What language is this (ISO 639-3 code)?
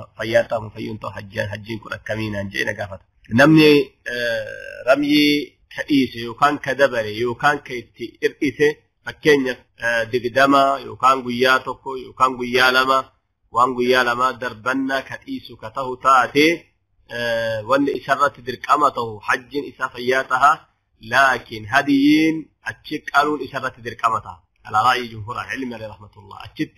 orm